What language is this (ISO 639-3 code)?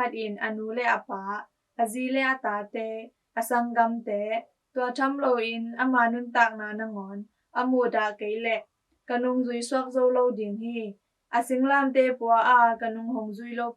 ctd